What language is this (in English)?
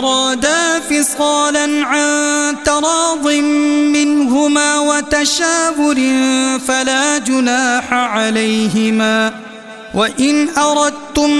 Arabic